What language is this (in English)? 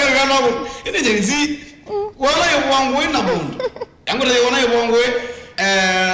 Kamba